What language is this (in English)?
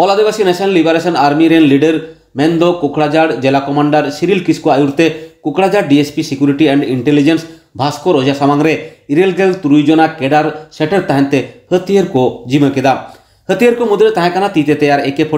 Santali